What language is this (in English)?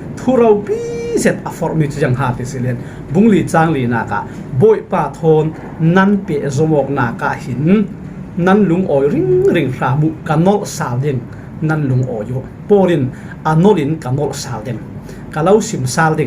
Falam Chin